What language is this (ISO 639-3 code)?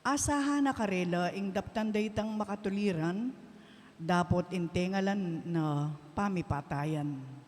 pam